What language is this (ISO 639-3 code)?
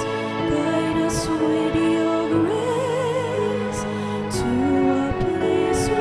pam